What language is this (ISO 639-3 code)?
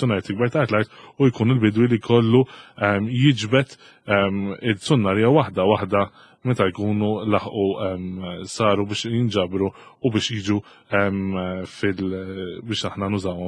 mlt